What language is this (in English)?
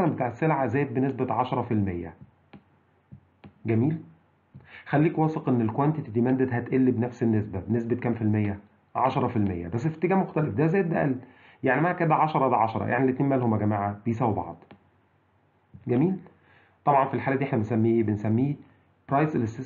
Egyptian Arabic